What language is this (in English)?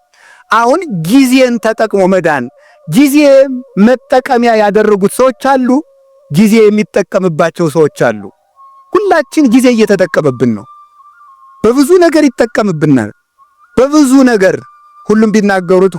Amharic